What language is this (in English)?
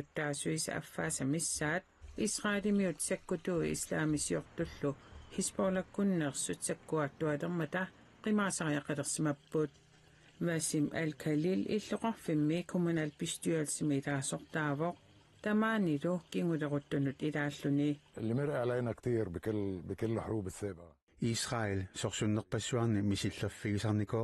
Kalaallisut